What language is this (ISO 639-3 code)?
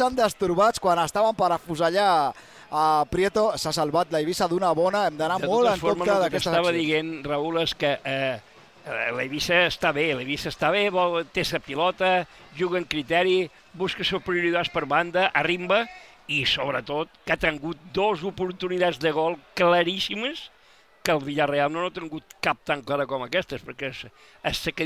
cat